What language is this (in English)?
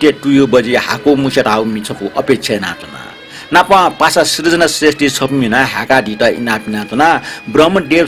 Newari